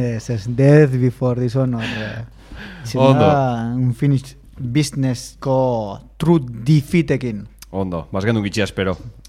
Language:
Basque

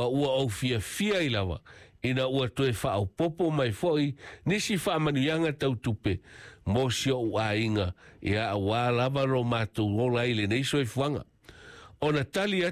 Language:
Samoan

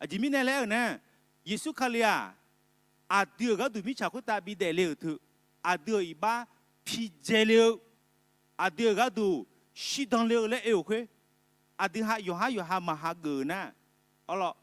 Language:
Akha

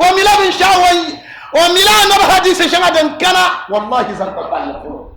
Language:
Dagbani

